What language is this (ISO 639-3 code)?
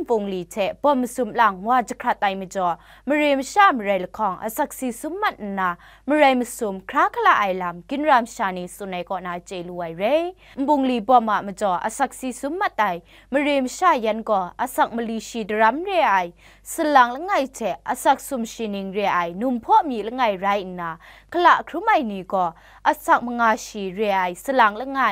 kac